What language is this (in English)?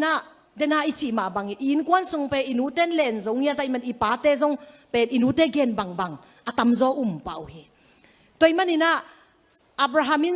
Tedim Chin